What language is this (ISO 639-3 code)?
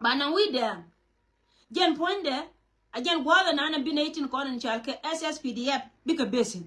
nus